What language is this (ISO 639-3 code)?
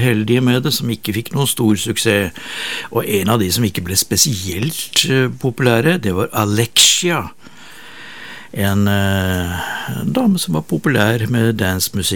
nor